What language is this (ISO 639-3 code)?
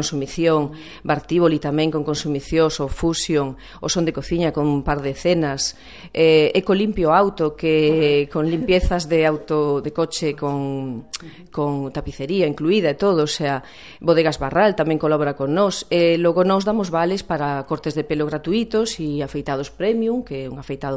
glg